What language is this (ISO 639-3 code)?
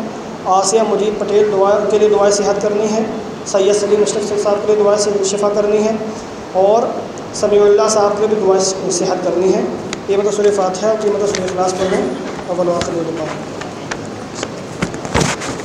urd